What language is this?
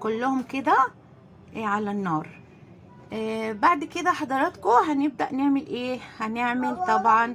Egyptian Arabic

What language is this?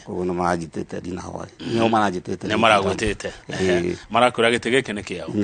Kikuyu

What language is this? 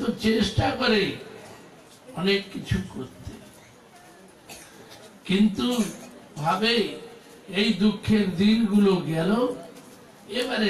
Bangla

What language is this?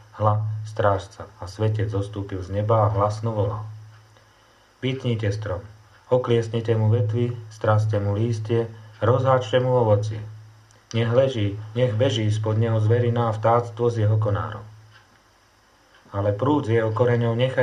Slovak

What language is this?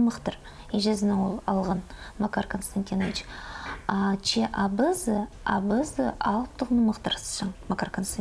Khakas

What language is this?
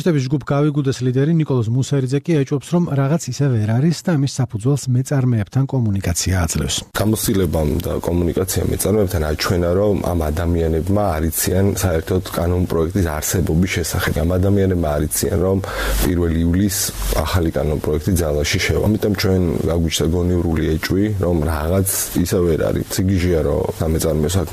Georgian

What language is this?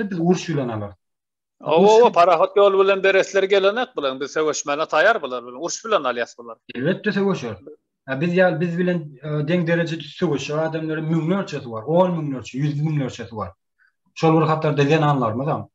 Turkmen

